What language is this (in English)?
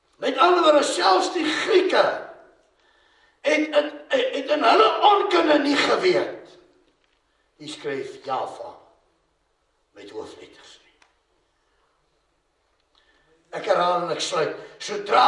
Afrikaans